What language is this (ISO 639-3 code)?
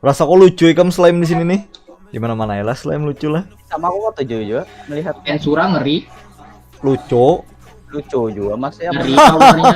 bjn